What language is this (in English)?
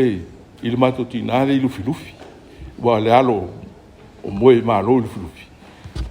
Samoan